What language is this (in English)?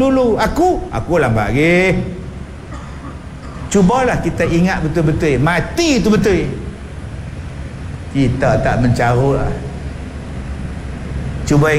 Malay